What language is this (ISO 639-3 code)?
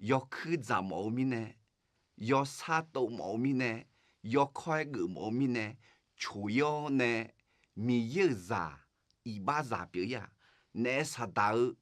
ahk